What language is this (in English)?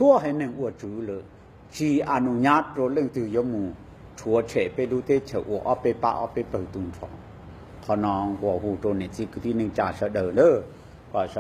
Hmong